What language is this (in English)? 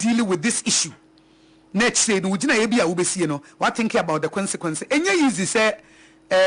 Akan